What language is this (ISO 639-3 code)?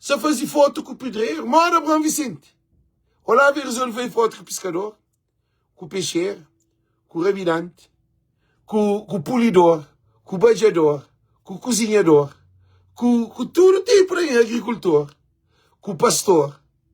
kea